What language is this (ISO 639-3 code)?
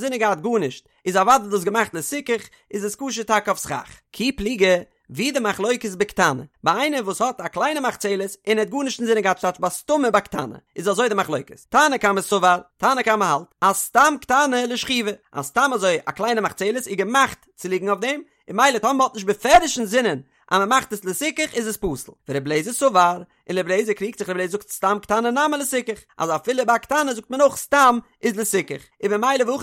yid